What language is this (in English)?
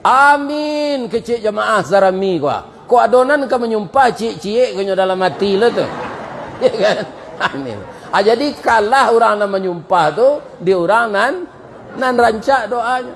Minangkabau